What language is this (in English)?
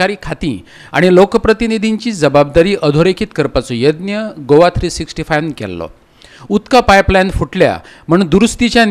Konkani